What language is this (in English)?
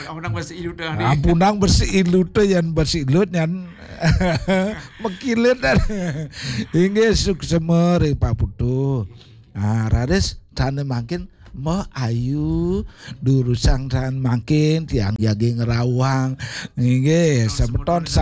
Balinese